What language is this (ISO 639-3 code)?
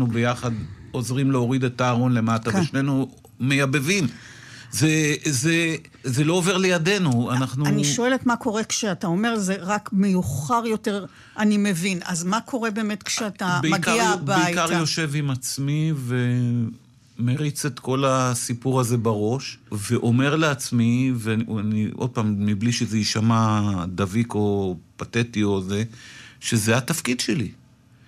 heb